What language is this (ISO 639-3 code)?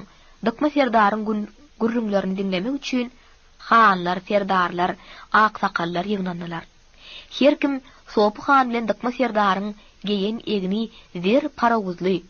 tuk